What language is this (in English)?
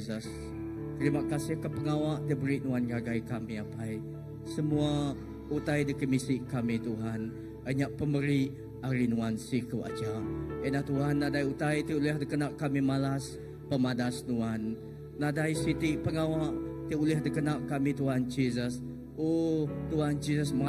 Iban